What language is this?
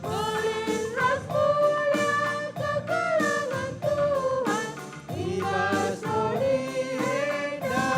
Batak Karo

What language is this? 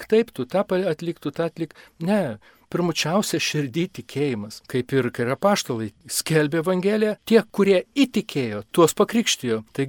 Lithuanian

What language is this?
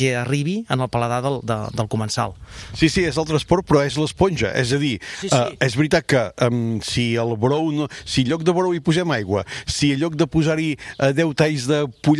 Catalan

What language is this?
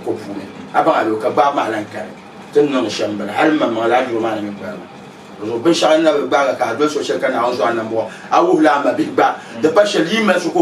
Dagbani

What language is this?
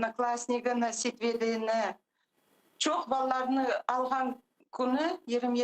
Crimean Tatar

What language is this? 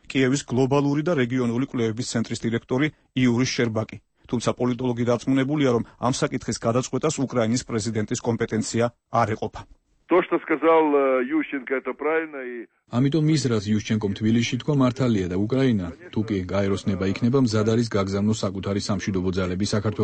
Georgian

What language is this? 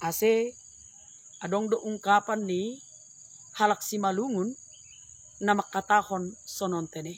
Batak Simalungun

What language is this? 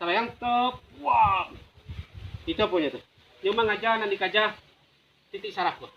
Minangkabau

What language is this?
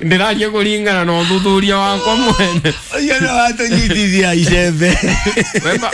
Kikuyu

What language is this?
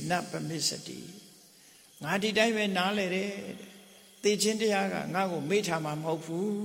Burmese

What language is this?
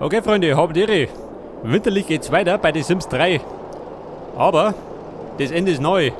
Bavarian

